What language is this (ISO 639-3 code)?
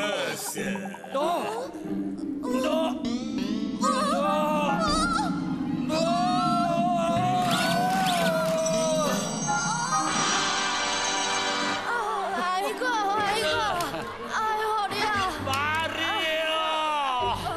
kor